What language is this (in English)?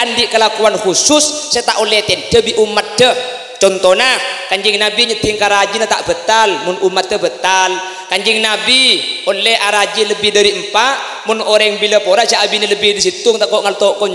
Madurese